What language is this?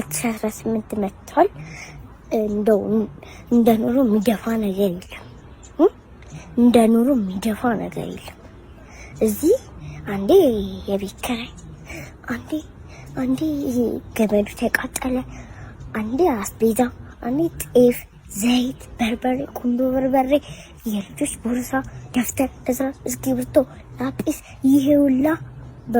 Amharic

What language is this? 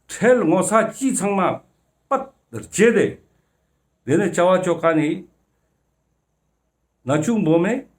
Ladakhi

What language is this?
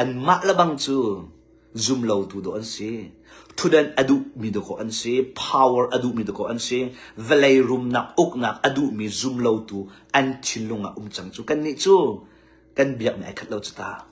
Hakha Chin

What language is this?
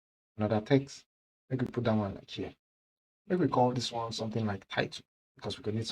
Nigerian Pidgin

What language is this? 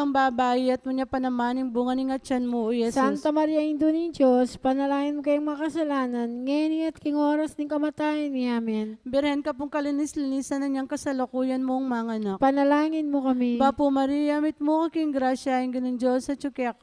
Pampanga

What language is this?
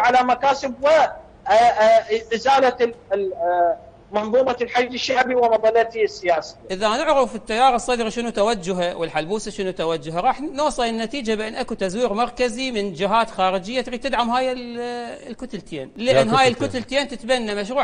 Mesopotamian Arabic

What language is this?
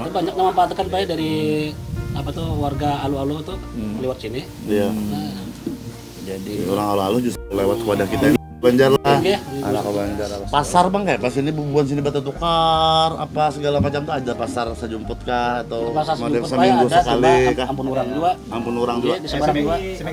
Banjar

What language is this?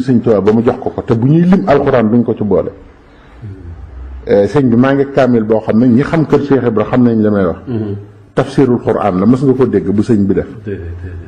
Wolof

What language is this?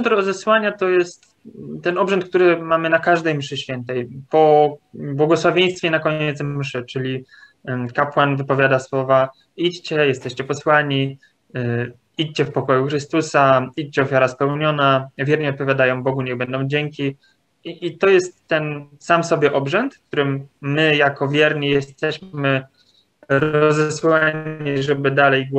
Polish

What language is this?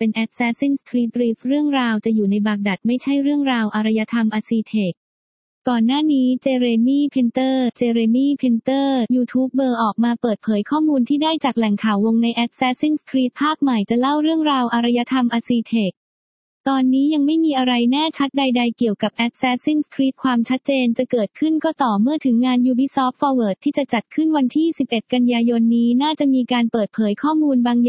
Thai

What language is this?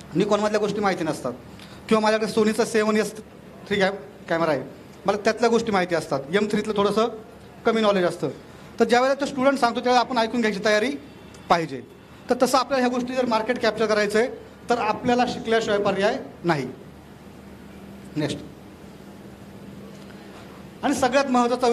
Marathi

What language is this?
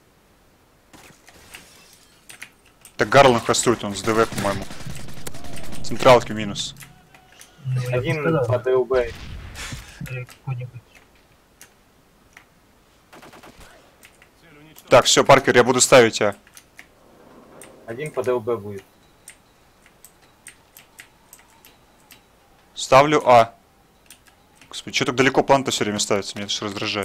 Russian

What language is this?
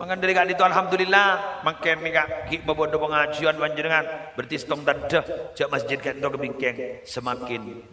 Madurese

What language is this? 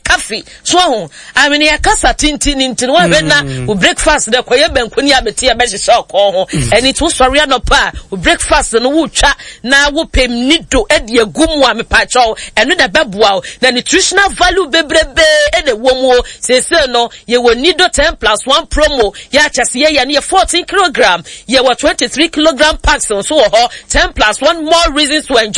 Akan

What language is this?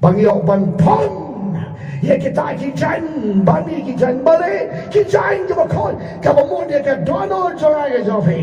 Khasi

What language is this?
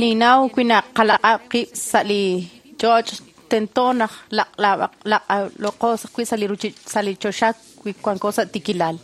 Kekchí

